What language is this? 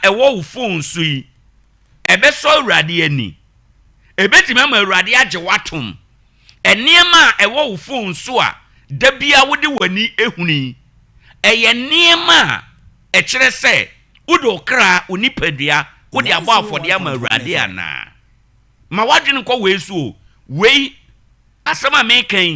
Akan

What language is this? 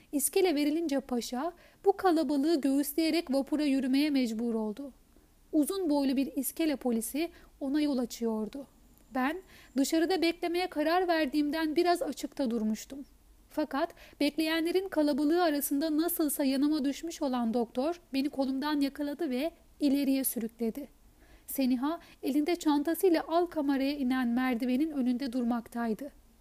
Turkish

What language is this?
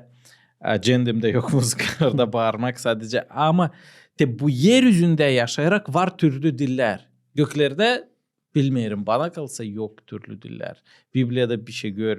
Gagauz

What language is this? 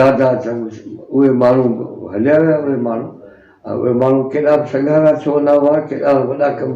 Sindhi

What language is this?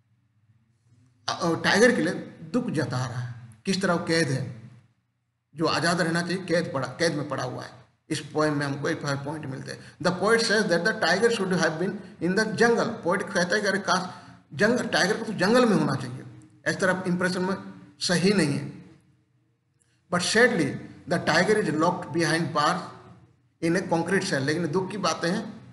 Hindi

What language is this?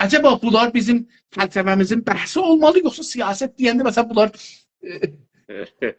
South Azerbaijani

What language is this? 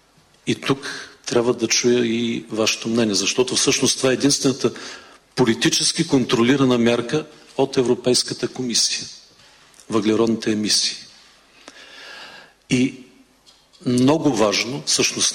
Bulgarian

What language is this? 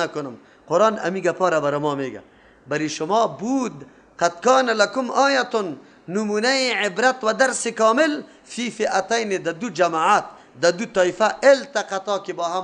Persian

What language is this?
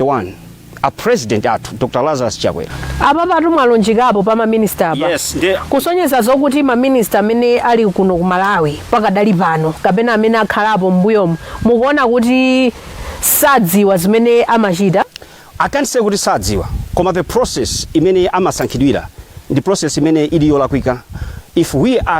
Nyanja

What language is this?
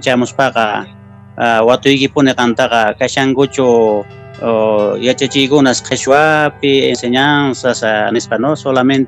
Quechua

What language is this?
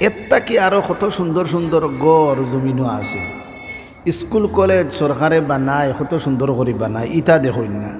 Sylheti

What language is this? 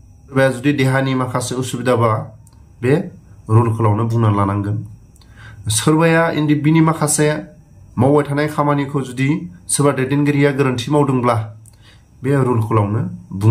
Bodo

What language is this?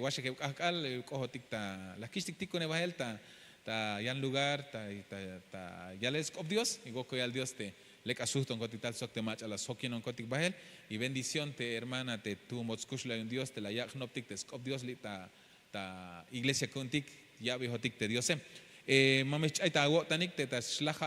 Tzeltal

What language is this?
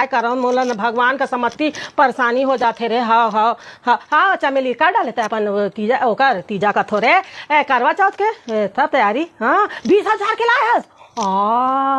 Chhattisgarhi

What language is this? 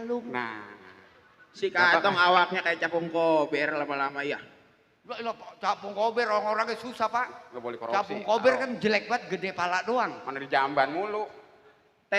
Betawi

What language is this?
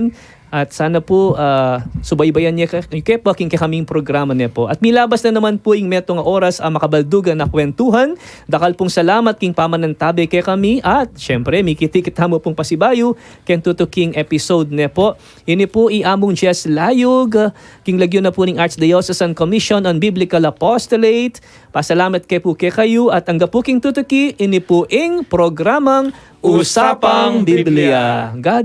Pampanga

